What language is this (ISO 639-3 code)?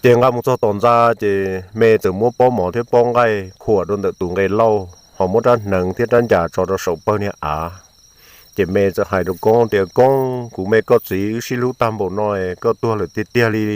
hmn